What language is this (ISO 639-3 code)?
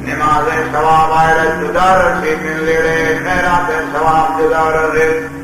bal